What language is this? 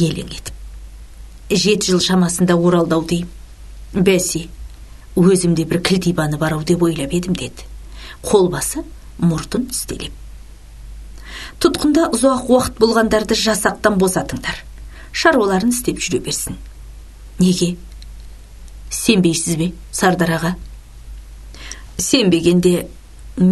Kazakh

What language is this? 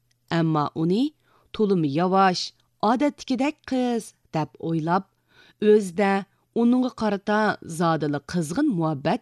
Uyghur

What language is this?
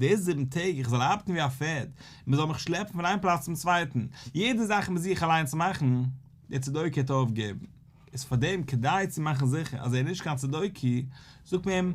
Yiddish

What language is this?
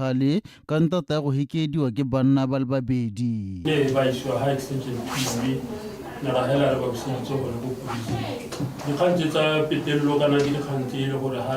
Tswana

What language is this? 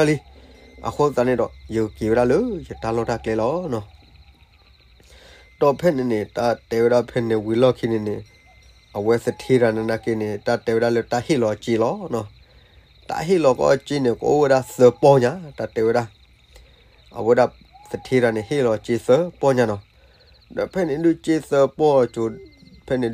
S'gaw Karen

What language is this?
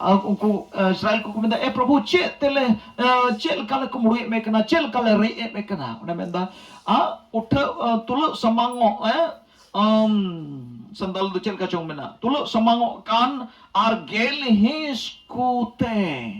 Santali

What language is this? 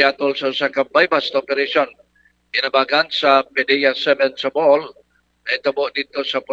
Cebuano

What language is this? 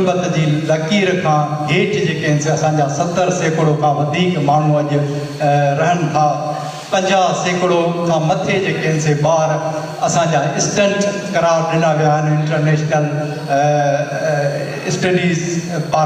Sindhi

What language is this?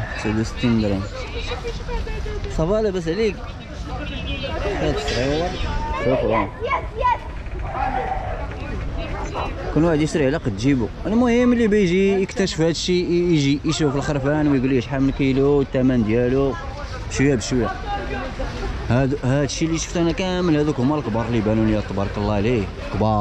Moroccan Arabic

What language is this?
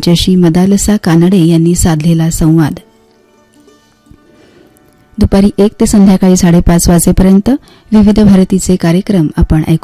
Marathi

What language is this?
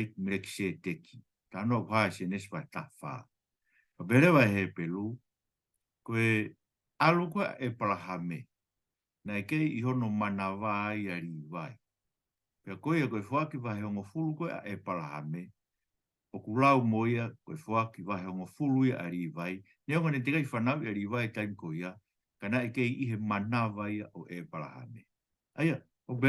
Tongan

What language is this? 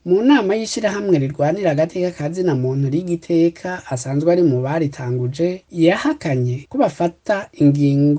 Rundi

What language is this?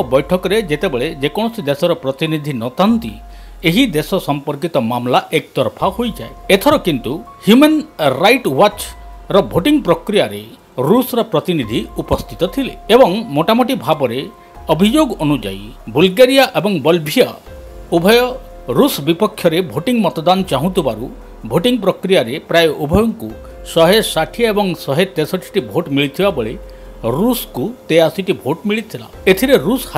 Odia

